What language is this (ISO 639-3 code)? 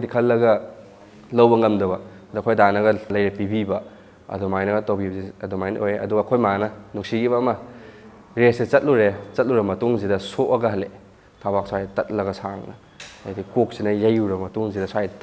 mni